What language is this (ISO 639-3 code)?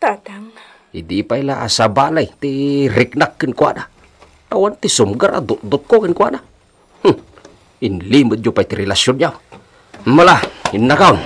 ilo